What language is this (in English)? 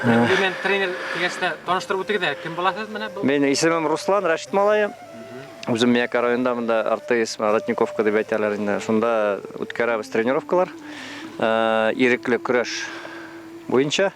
Bashkir